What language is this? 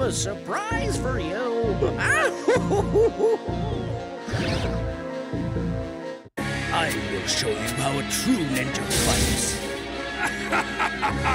Portuguese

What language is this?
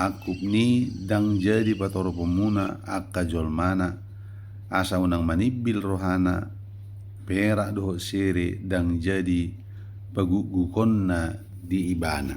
Batak Toba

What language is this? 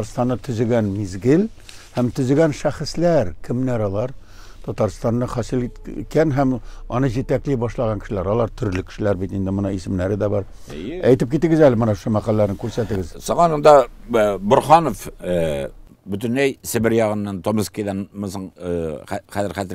Tatar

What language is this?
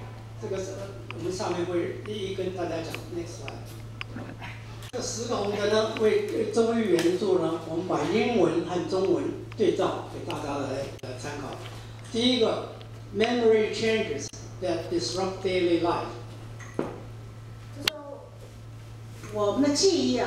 Chinese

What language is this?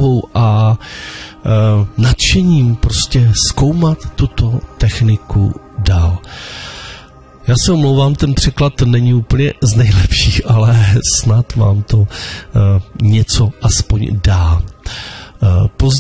Czech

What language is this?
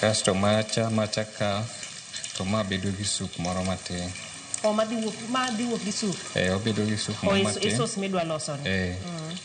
Luo (Kenya and Tanzania)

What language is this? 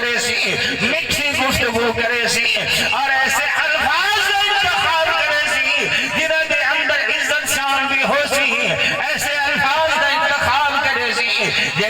Saraiki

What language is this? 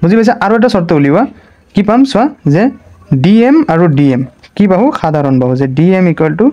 Assamese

